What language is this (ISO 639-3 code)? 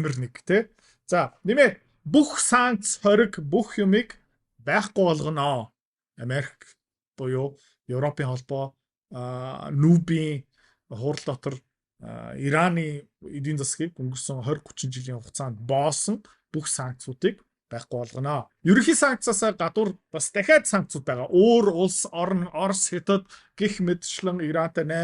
mon